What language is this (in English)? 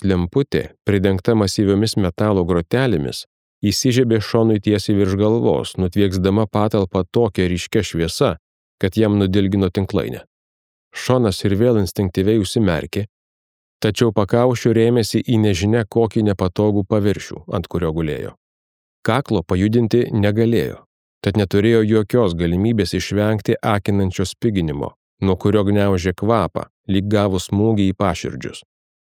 Lithuanian